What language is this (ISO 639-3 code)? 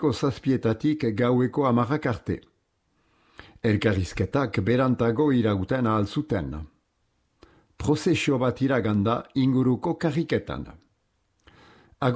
eus